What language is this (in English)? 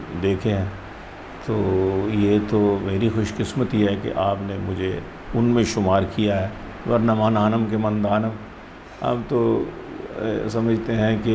Urdu